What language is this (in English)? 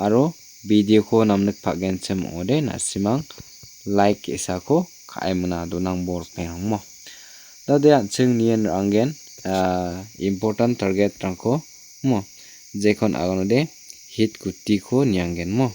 Garo